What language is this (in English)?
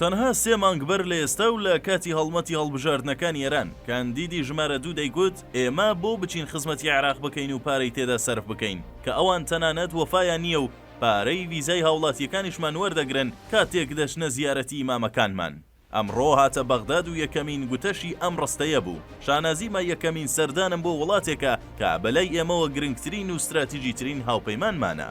Central Kurdish